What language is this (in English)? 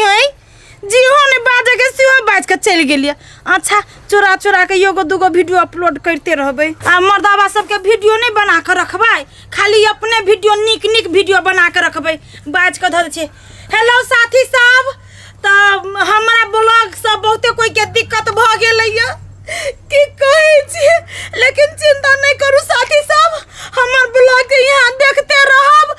Maithili